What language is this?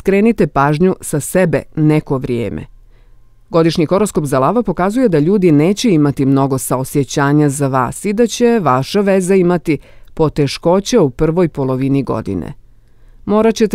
Bosnian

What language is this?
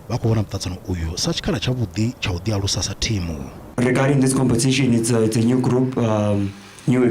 Venda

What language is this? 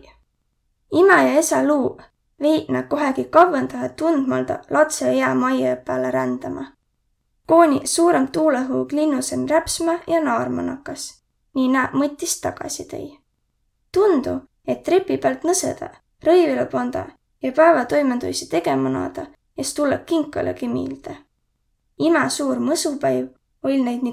Võro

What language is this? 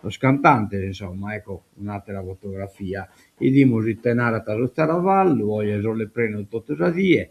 Sardinian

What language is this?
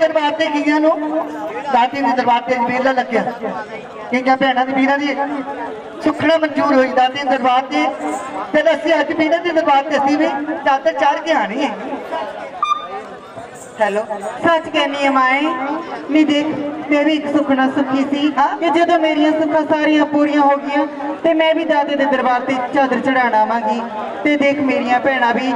Punjabi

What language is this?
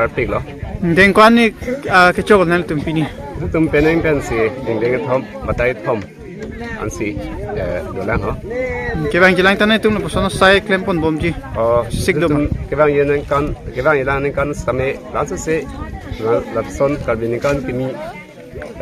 Karbi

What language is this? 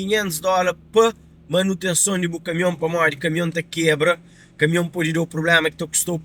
Kabuverdianu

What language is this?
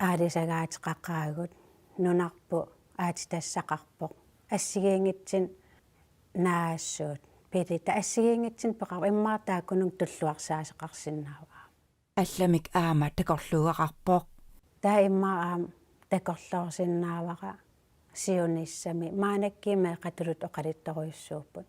Kalaallisut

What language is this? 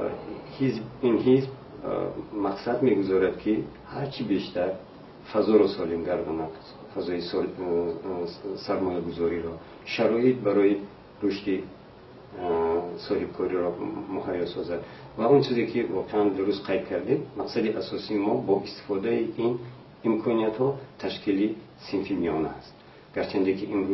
Tajik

